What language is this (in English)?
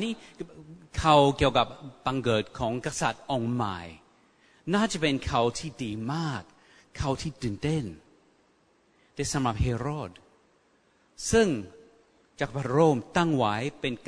Thai